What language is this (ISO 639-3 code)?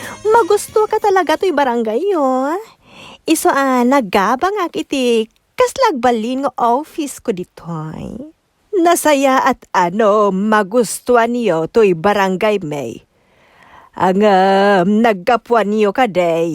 ilo